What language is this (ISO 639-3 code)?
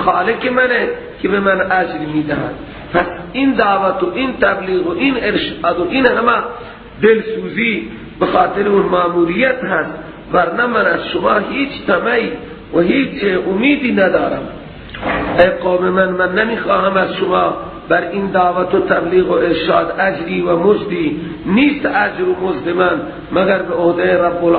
fas